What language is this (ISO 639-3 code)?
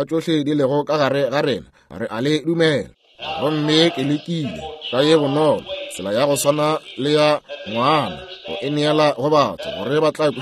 nso